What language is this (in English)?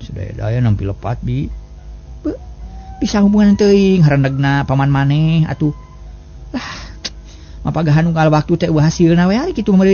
Sundanese